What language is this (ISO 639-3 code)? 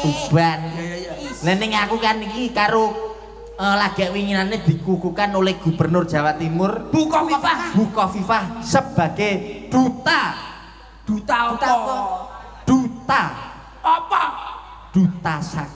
jav